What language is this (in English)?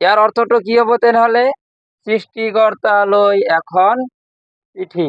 Assamese